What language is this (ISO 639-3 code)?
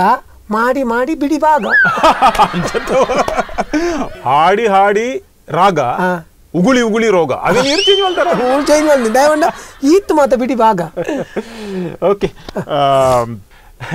kan